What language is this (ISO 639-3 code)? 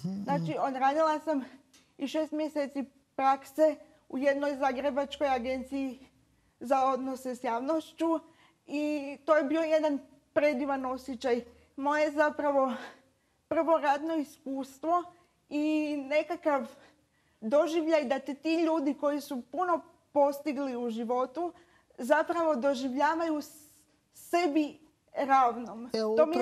hrv